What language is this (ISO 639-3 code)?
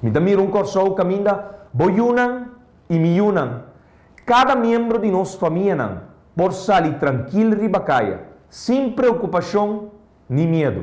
pap